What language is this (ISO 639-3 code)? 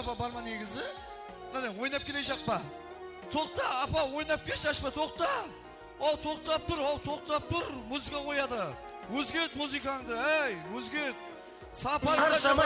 kaa